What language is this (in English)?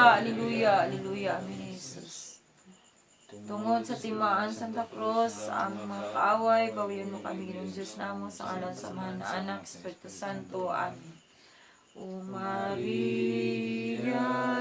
Cebuano